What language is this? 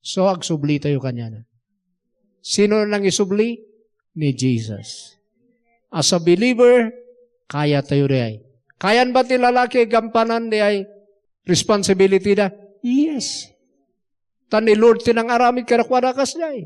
Iloko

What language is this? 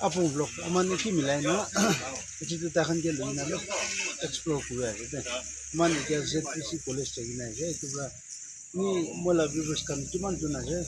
Naga Pidgin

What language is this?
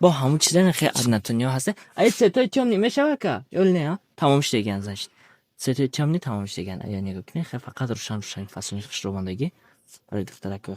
Tajik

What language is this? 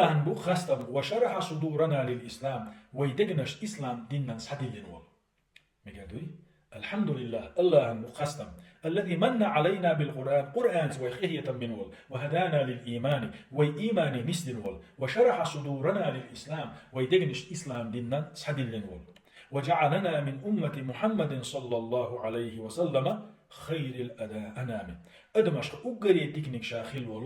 Chechen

